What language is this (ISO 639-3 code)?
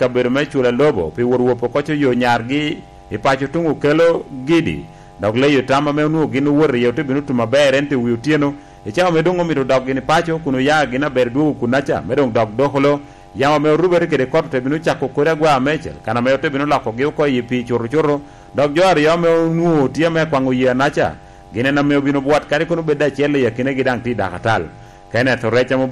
laj